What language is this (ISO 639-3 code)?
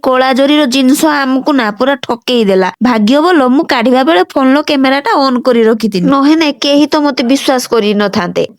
ori